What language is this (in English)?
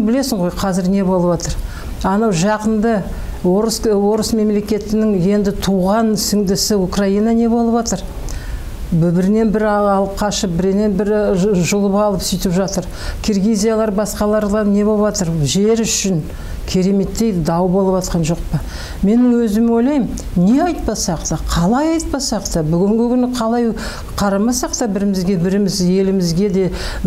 Kazakh